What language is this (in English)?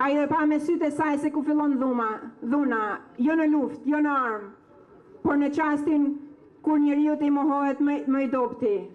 Albanian